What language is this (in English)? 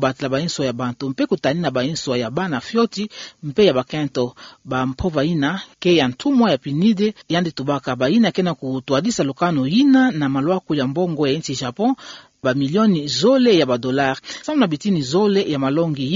Kituba (Democratic Republic of Congo)